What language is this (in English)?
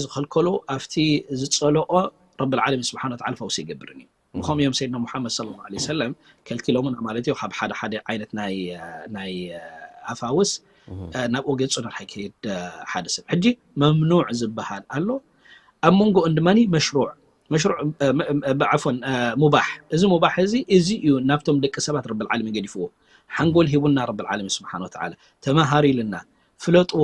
Tigrinya